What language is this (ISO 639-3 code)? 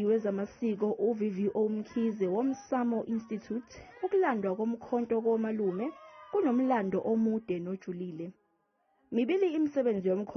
zul